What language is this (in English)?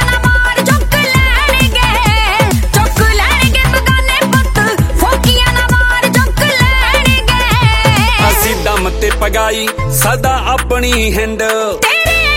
Punjabi